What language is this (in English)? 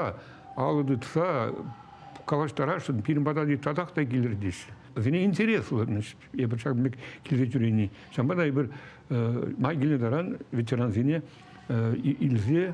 Chuvash